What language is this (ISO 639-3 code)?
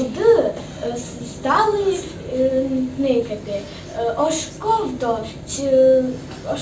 rue